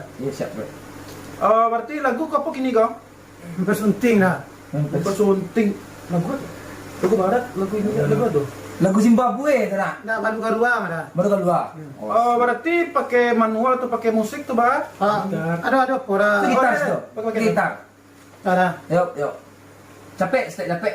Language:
Minangkabau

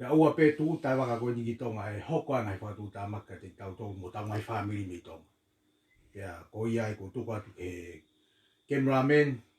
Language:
Tongan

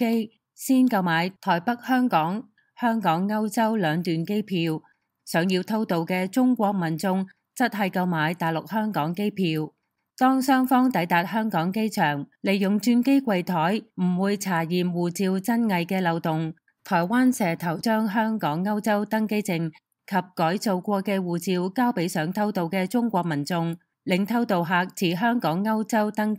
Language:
Cantonese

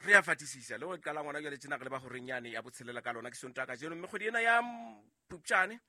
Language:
Southern Sotho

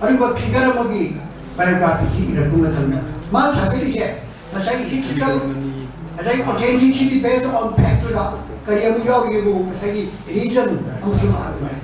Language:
Manipuri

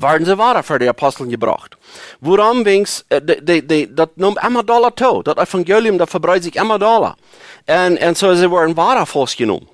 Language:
Plautdietsch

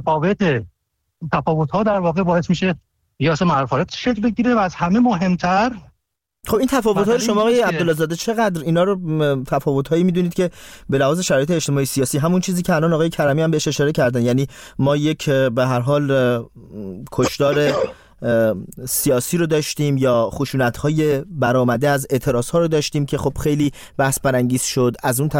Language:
Persian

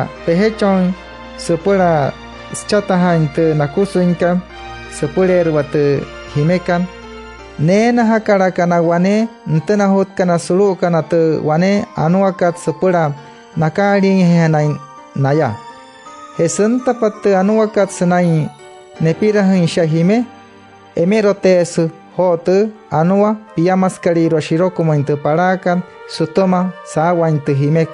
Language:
Wayuu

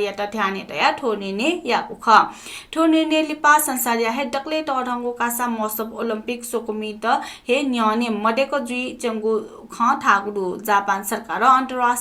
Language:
Newari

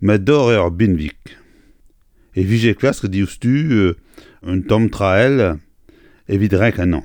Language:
Breton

